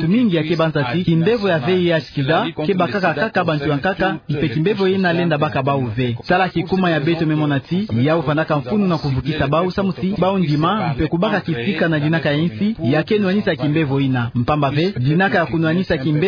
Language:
Kituba (Democratic Republic of Congo)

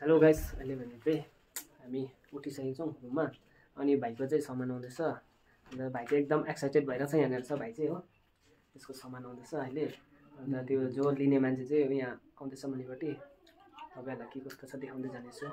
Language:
Nepali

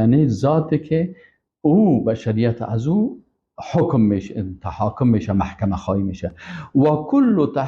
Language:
Persian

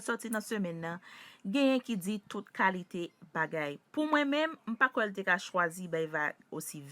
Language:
Haitian Creole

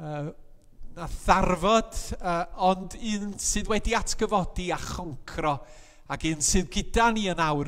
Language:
Welsh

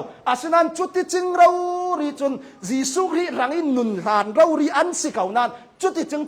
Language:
Hakha Chin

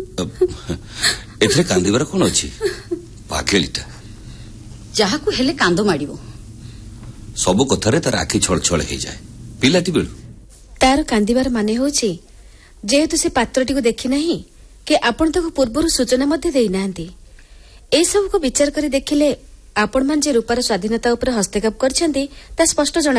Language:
Odia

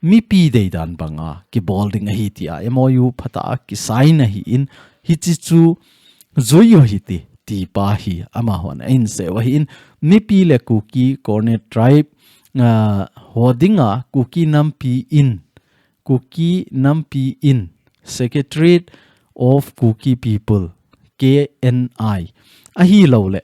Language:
Thado Chin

